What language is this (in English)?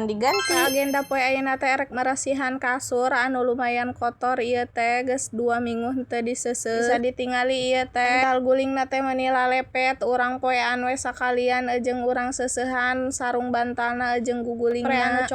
Sundanese